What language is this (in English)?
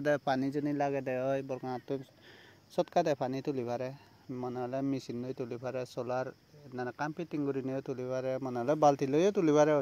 Chakma